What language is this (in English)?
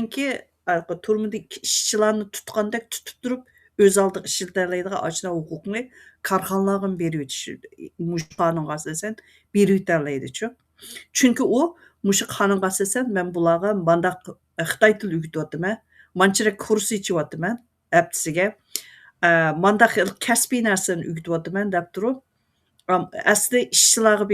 Uyghur